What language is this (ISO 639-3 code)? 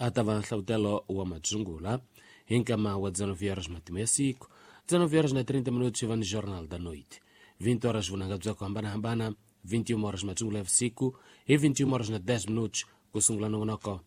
tso